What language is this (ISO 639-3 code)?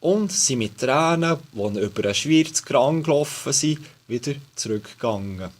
gsw